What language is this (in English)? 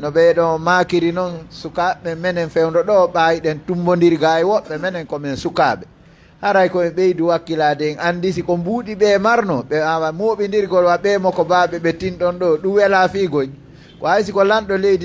Fula